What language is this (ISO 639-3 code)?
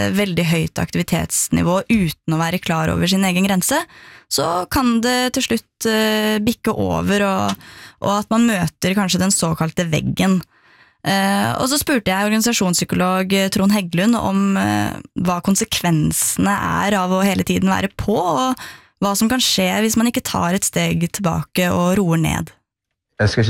nor